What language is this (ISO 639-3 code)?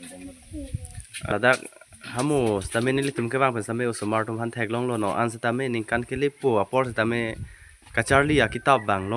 mjw